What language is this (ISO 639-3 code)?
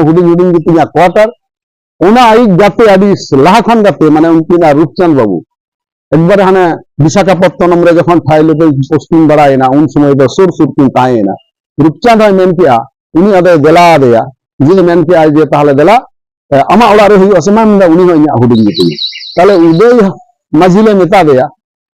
sat